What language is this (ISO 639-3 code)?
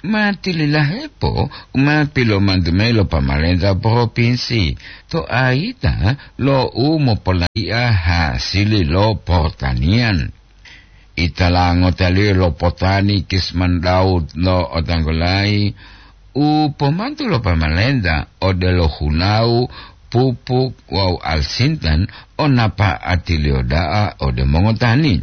gor